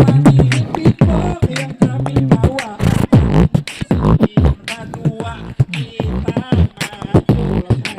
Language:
Banjar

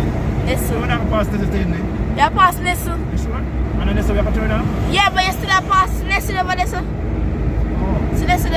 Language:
Jamaican Creole English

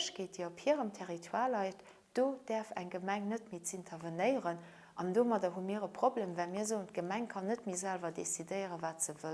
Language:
Luxembourgish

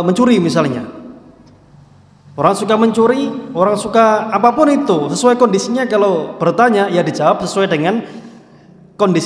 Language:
Indonesian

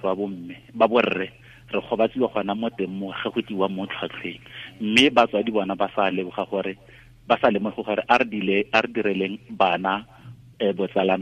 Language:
Tswana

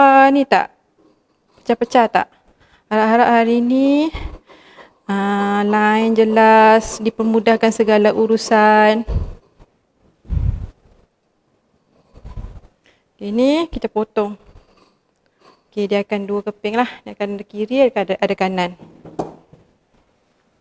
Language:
Malay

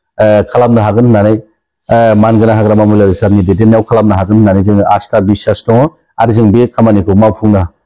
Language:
Bodo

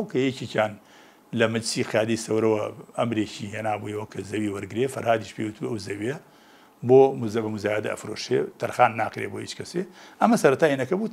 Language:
Central Kurdish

